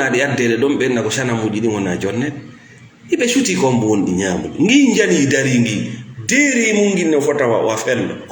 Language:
Fula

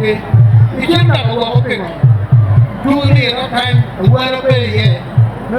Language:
Acoli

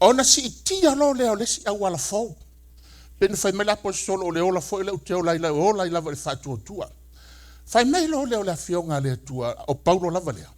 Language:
Samoan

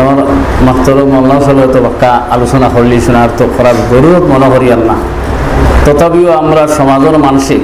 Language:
Sylheti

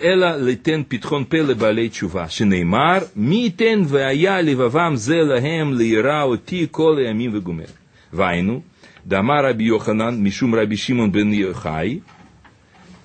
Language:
Hebrew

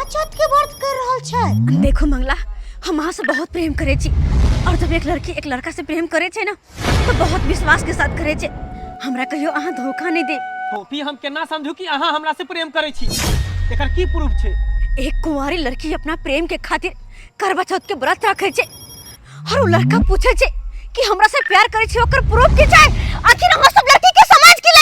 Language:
Maithili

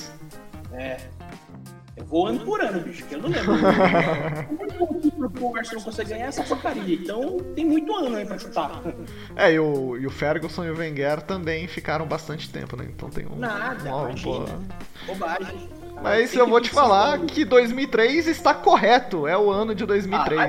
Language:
Portuguese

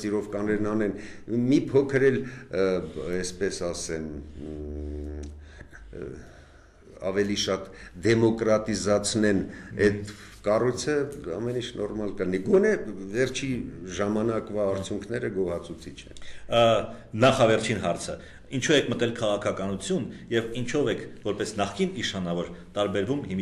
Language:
Armenian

